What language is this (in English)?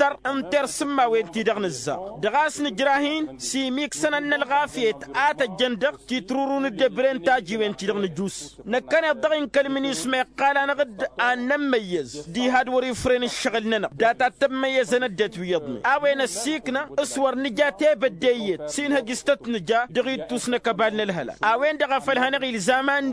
Tamasheq